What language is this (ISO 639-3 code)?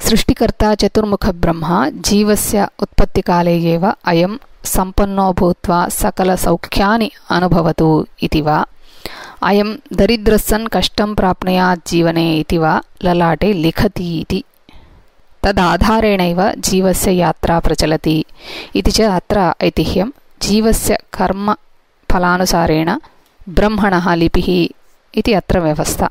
san